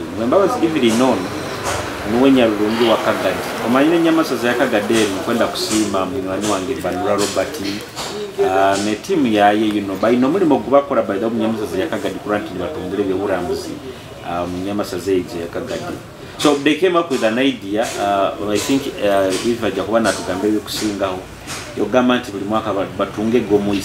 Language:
Nyoro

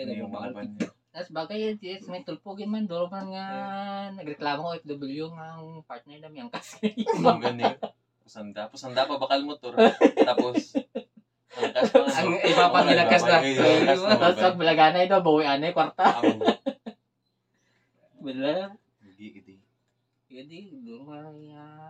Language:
Filipino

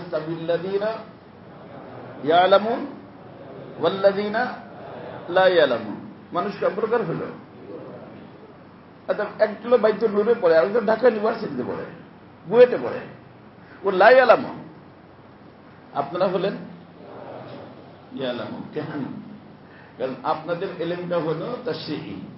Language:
Bangla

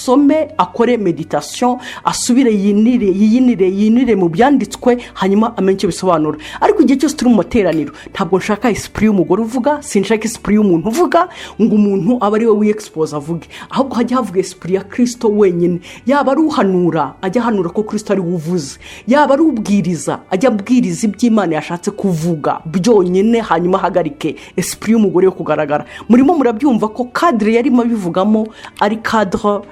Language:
Kinyarwanda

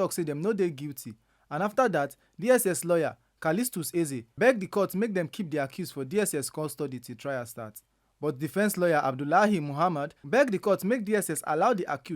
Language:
Nigerian Pidgin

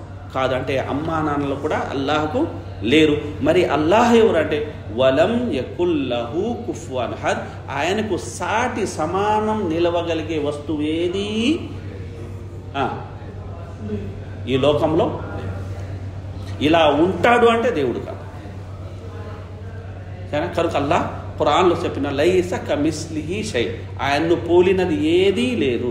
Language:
Telugu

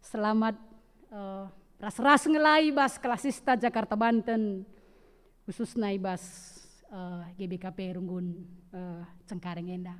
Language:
Batak Karo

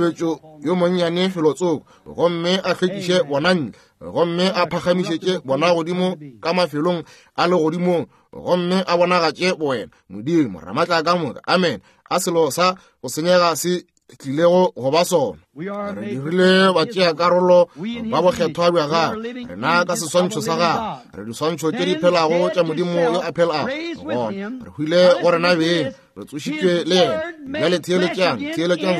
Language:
Northern Sotho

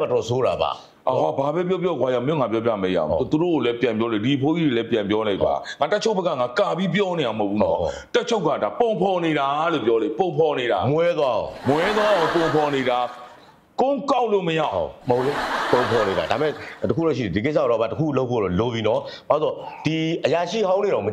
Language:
Burmese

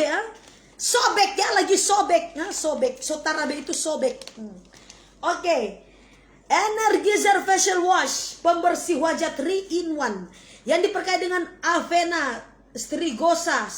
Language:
Manado Malay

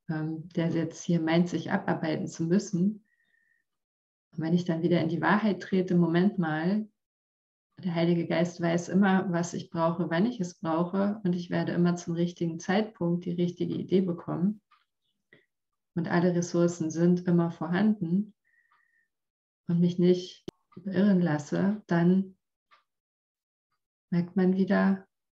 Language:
German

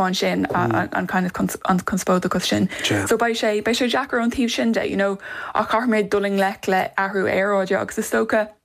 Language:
Irish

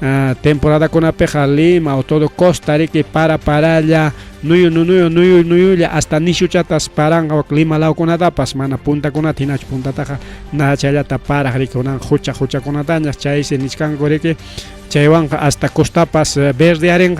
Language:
Ayacucho Quechua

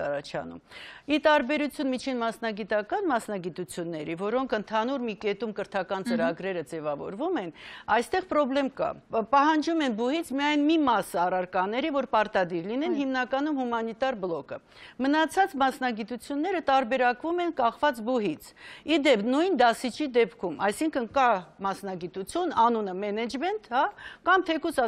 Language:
Armenian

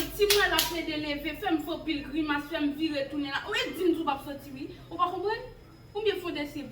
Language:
Haitian Creole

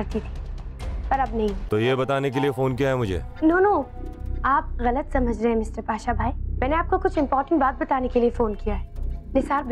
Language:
Hindi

